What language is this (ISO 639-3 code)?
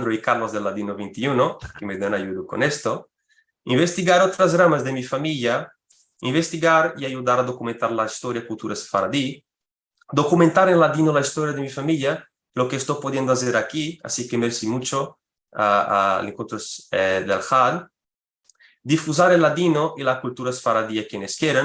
lad